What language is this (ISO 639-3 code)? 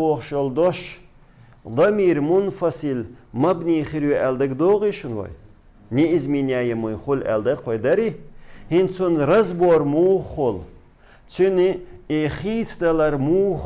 che